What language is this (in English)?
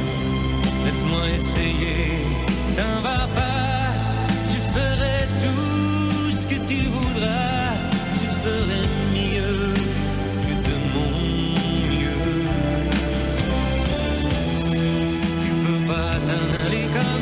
French